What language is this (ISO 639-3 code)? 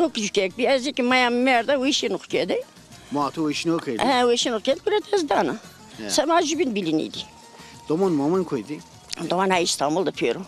zza